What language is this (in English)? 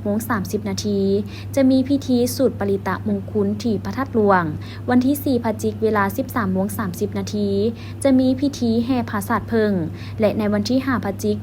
Lao